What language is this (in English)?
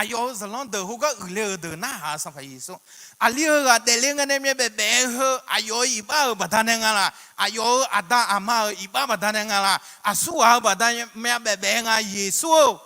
Akha